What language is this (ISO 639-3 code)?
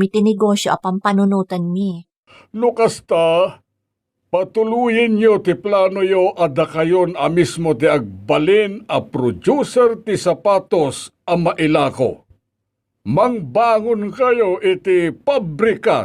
ilo